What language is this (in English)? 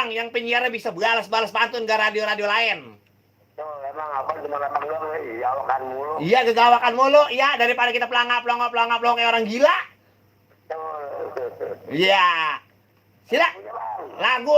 Betawi